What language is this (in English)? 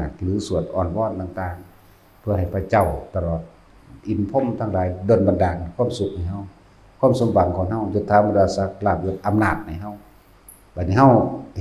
Northeastern Thai